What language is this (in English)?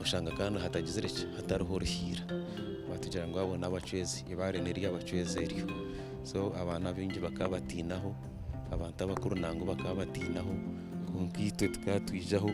Nyankole